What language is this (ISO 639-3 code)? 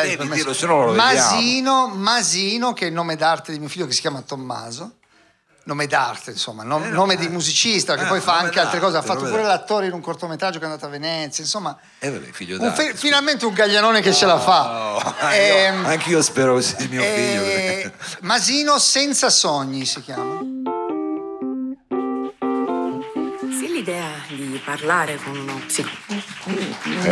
ita